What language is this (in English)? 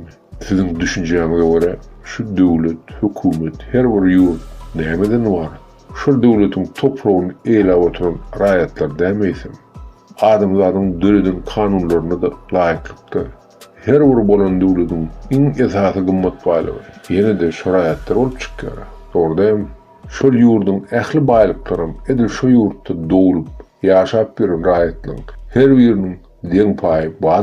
Turkmen